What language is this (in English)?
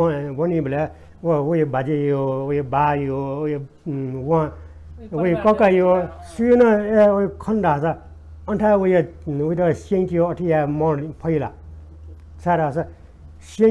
Newari